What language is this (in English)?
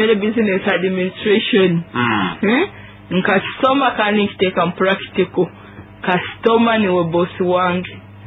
Nyoro